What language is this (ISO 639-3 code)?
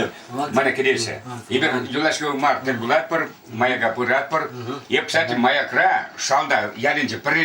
chv